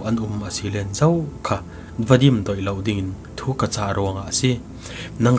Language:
Falam Chin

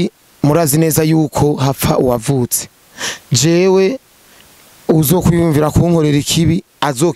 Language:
Rundi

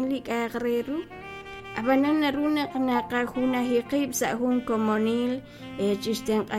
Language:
Kekchí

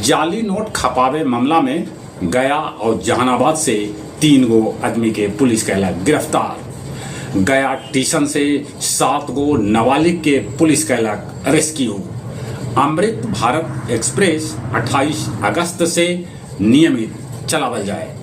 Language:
Magahi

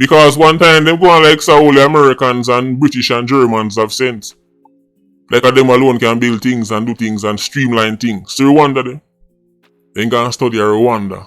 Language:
Jamaican Creole English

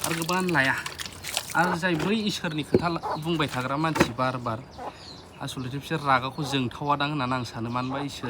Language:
Bodo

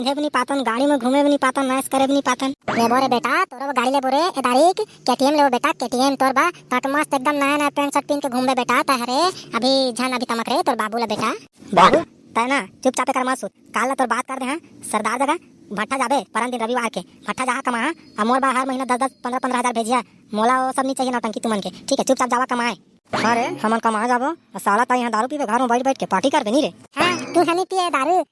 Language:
Chhattisgarhi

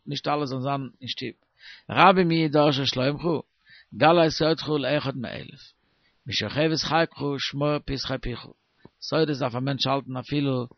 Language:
Yiddish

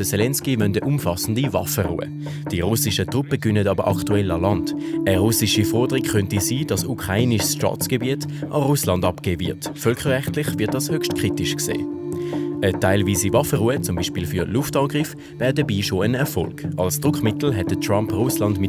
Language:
Swiss German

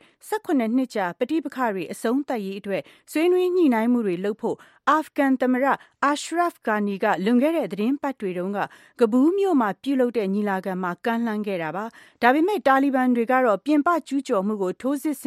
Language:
Burmese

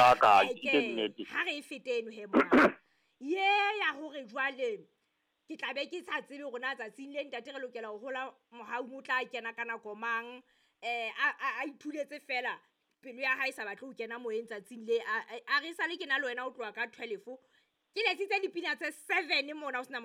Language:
Southern Sotho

